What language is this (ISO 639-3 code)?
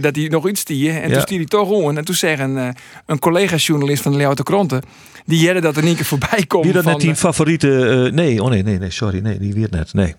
fry